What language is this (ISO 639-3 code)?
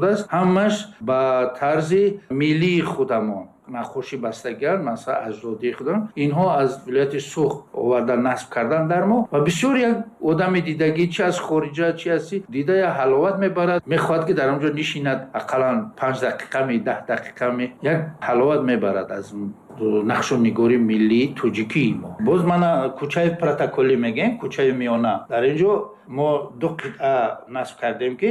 tgk